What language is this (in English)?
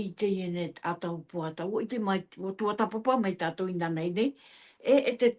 Tahitian